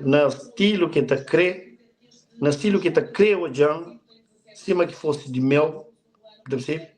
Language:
Kabuverdianu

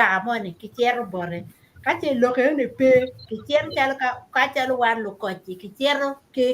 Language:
Acoli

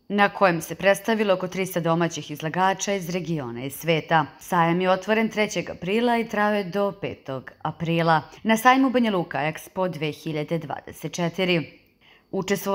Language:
Serbian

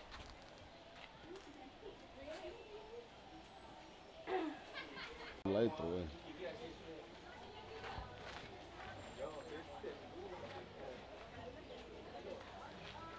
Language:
Malay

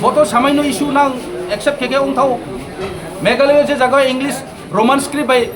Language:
Kok Borok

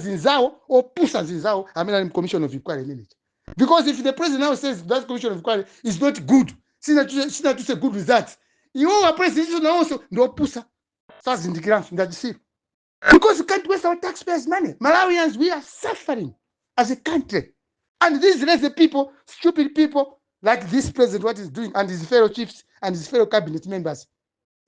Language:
Nyanja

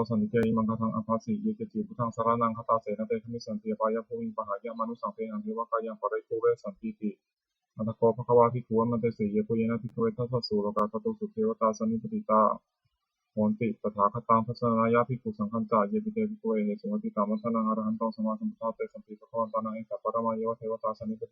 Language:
Pali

